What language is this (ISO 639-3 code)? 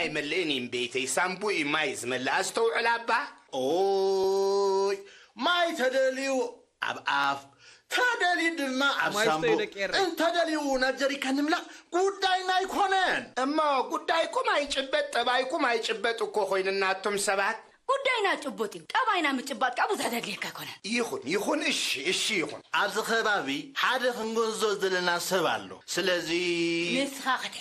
tir